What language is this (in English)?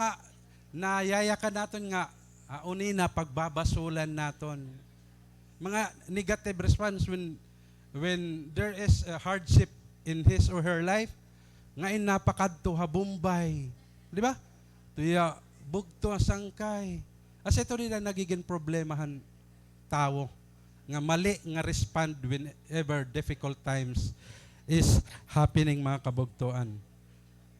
Waray